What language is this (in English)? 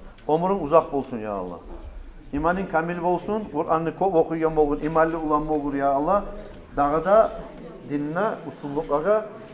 Kumyk